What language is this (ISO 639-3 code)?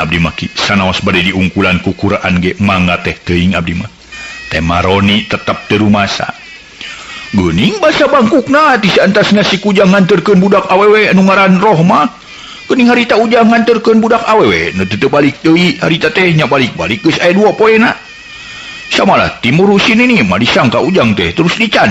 sun